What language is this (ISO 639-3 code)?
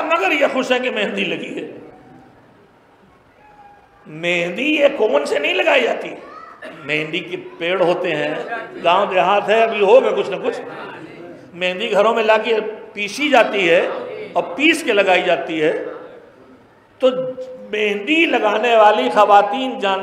urd